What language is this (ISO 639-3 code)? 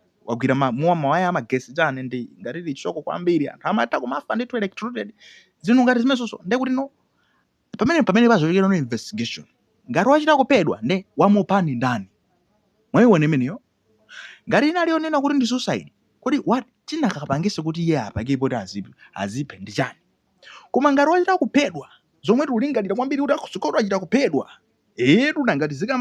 nya